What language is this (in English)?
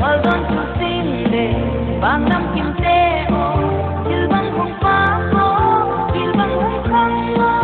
Paite Chin